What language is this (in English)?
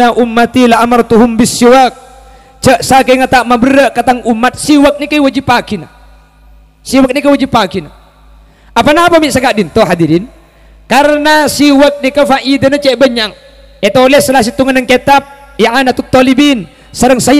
Madurese